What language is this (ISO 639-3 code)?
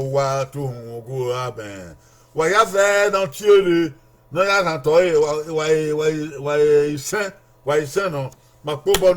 bin